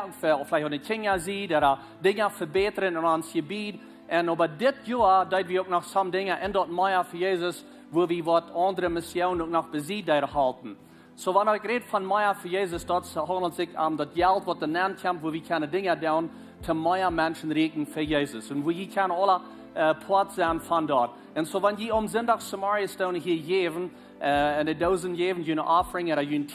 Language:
Plautdietsch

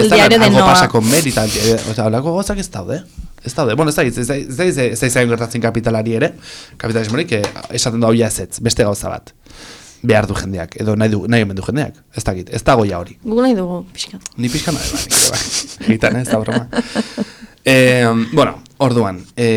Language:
Basque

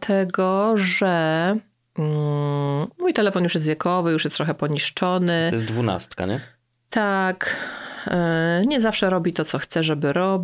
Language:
Polish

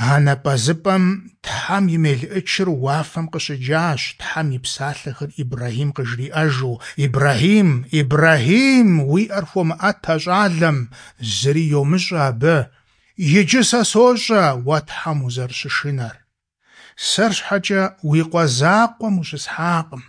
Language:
Kabardian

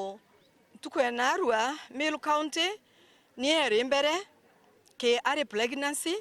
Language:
Meru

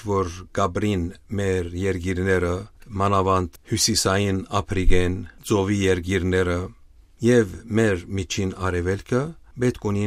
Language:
Western Armenian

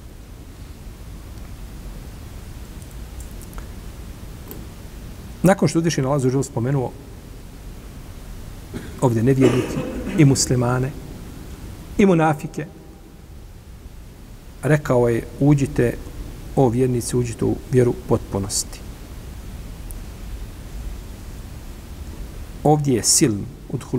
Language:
Bosnian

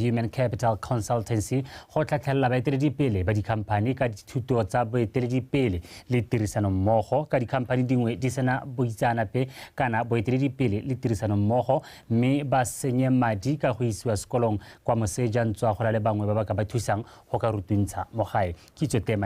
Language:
Tswana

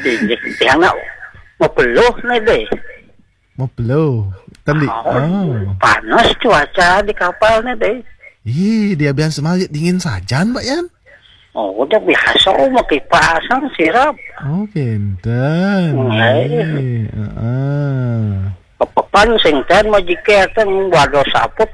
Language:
Balinese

